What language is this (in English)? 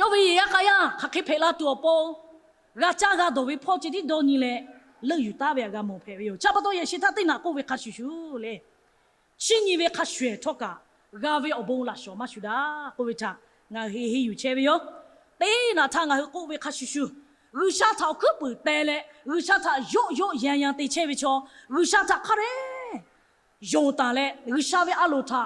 Lahu